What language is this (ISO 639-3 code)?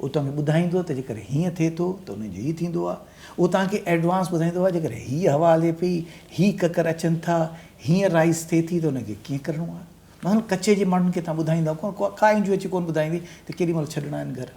snd